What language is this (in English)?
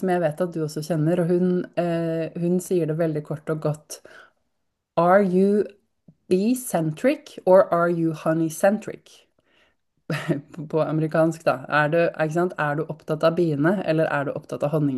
Norwegian